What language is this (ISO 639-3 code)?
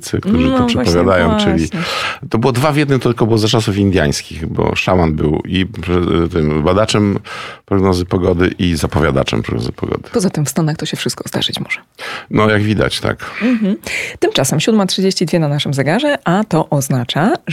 pol